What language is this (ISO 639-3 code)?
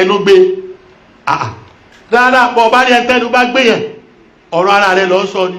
yor